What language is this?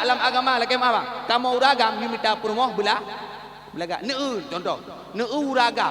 Achinese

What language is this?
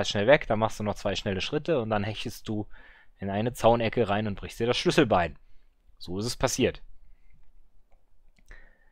German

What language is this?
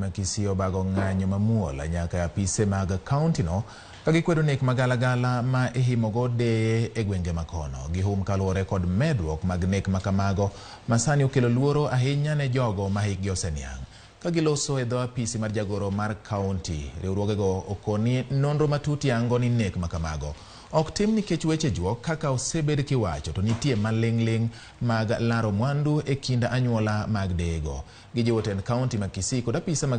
Luo (Kenya and Tanzania)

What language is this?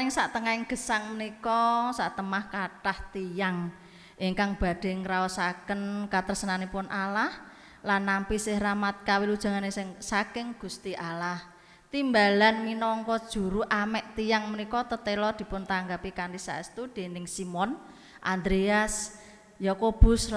Javanese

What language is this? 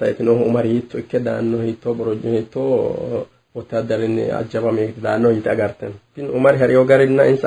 Sidamo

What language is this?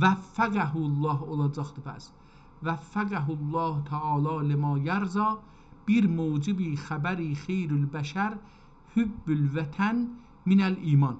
South Azerbaijani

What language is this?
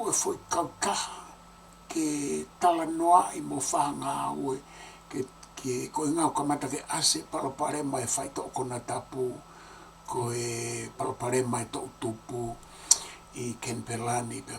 Tongan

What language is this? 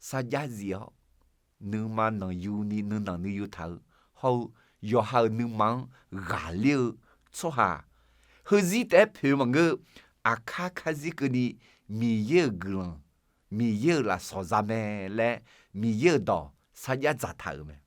Akha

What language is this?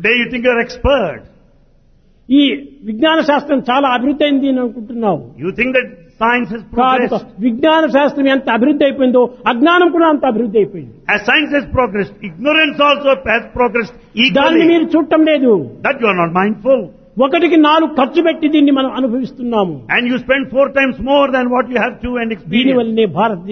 Telugu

